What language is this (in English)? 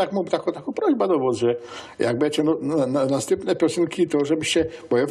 Silesian